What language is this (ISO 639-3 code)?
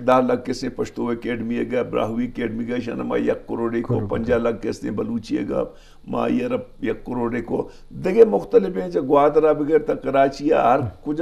bgp